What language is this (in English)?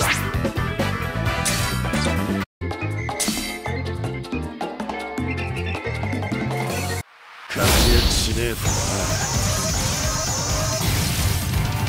Japanese